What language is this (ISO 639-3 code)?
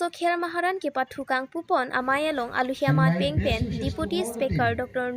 mjw